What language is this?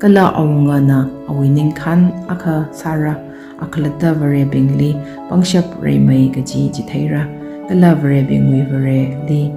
Tangkhul Naga (India)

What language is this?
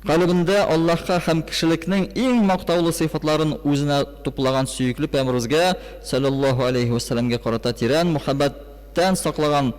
Tatar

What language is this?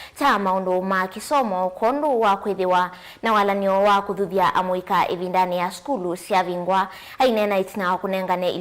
Kamba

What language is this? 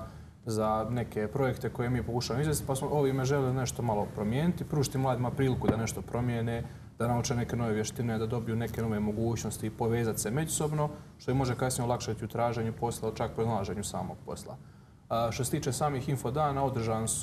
Croatian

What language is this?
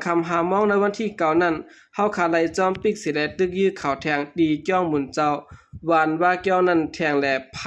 Lao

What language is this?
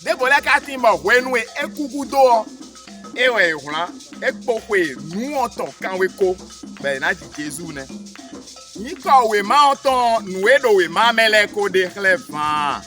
Fon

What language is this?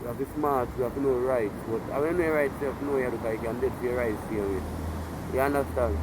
Jamaican Creole English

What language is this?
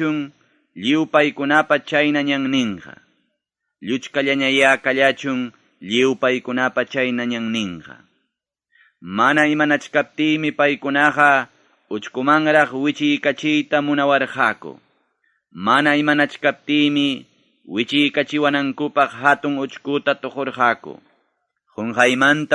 Ayacucho Quechua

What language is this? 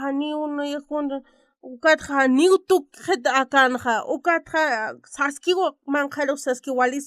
Aymara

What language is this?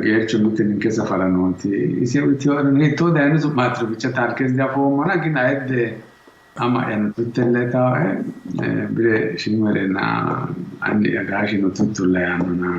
Sidamo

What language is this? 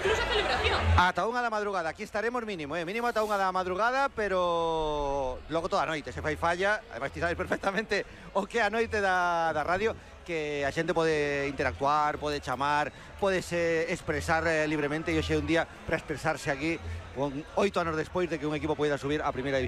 Galician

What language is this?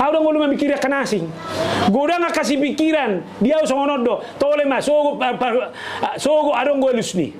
Batak Toba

